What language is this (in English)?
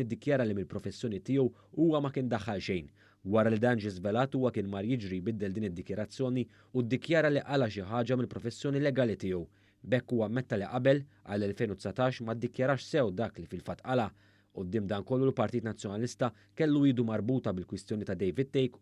Maltese